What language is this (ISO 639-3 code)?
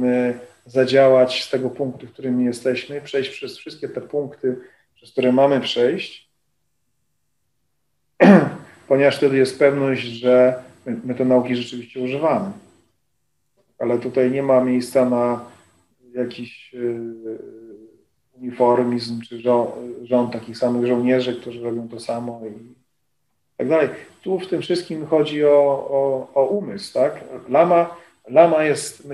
pol